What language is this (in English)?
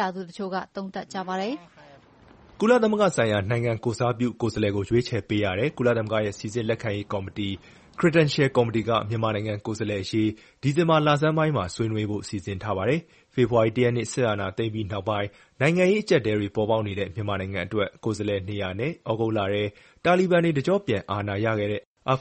Burmese